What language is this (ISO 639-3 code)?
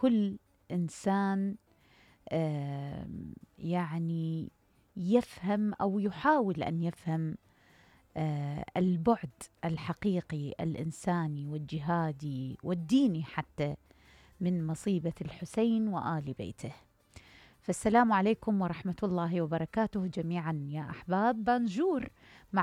acm